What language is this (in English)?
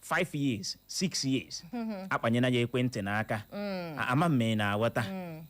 Igbo